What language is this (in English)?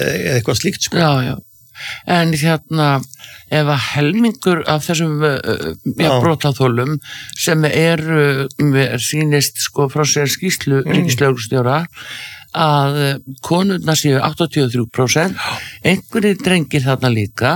Icelandic